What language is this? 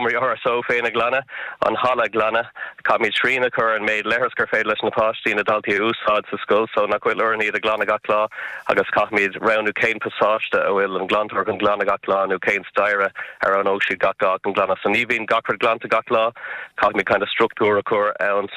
Irish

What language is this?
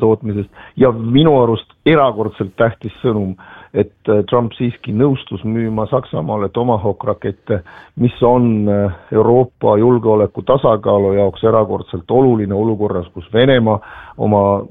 Estonian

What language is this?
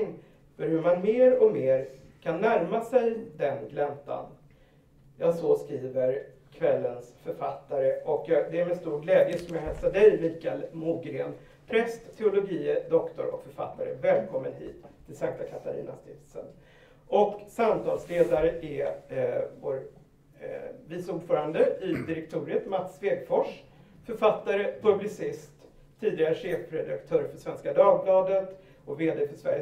Swedish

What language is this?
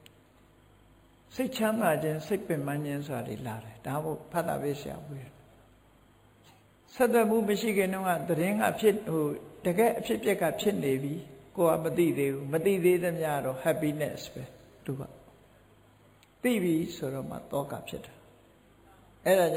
Burmese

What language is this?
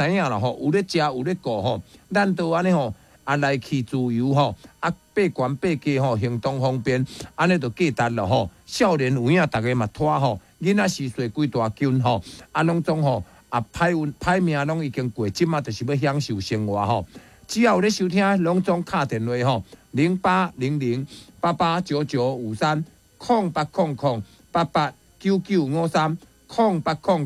Min Nan Chinese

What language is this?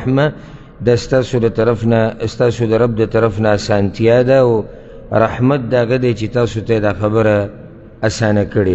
Pashto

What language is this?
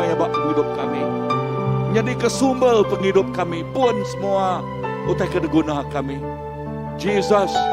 Iban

